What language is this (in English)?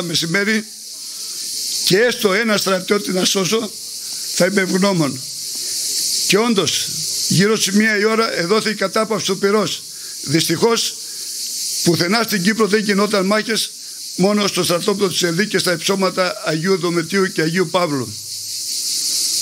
Greek